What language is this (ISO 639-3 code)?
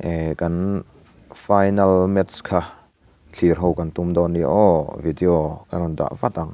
lus